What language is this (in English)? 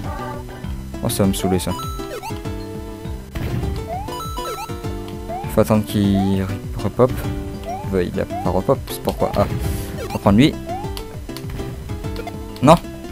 French